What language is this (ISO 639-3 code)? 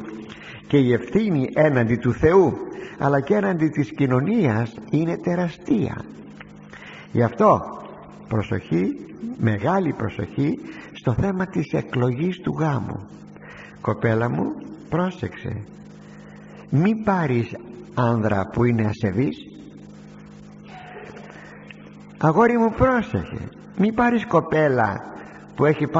ell